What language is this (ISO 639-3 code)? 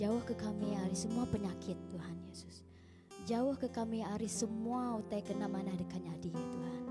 iba